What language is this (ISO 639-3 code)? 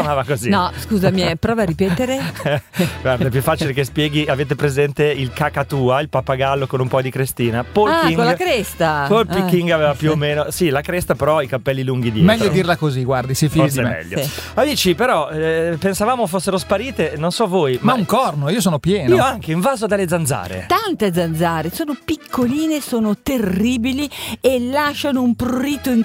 ita